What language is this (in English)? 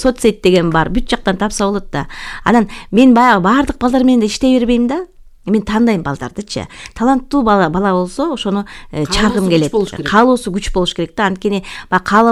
Kyrgyz